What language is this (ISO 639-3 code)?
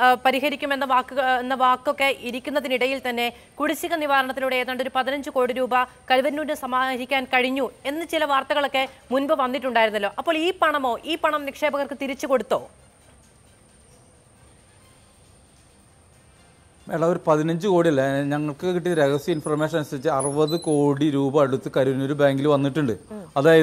mal